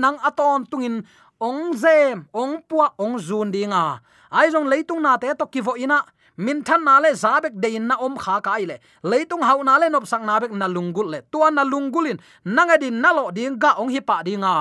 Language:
Tedim Chin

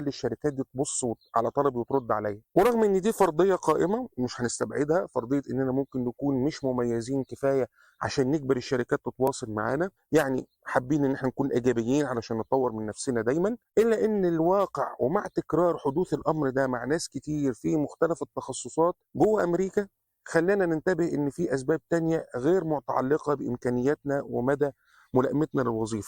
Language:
Egyptian Arabic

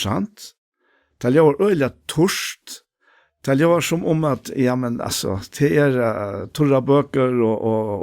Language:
Faroese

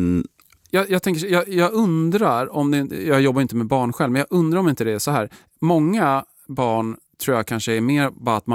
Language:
Swedish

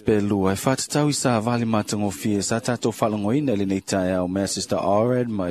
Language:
Samoan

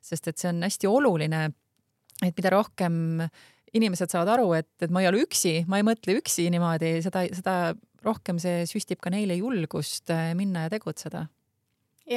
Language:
Estonian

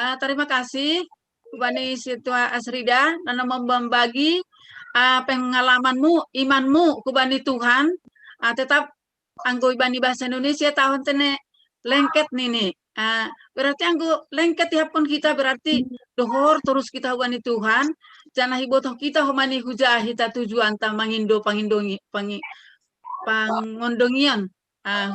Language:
Batak Simalungun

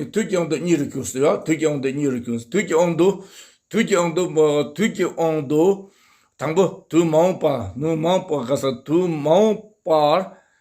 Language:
Tibetan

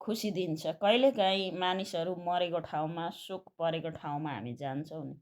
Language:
Nepali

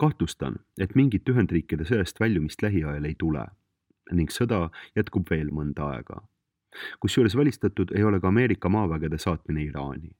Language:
Estonian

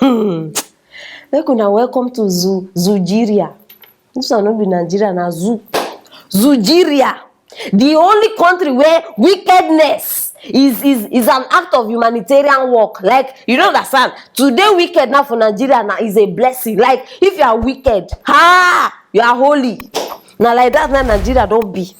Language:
Nigerian Pidgin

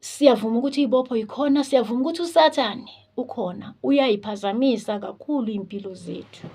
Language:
Zulu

